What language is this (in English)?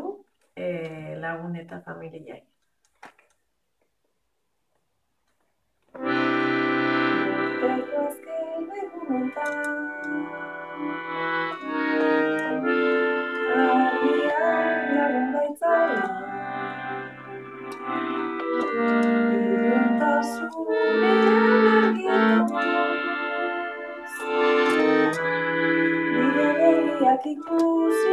Basque